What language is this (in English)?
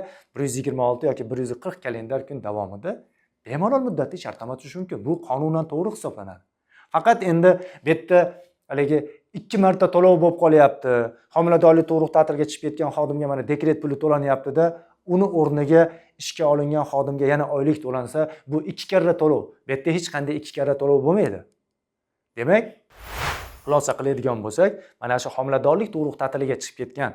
Uzbek